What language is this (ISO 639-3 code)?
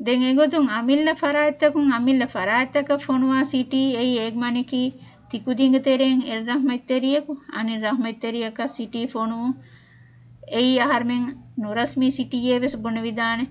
div